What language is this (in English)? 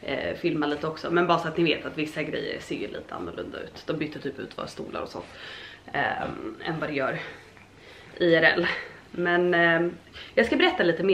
Swedish